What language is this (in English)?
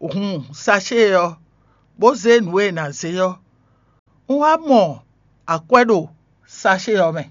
Fon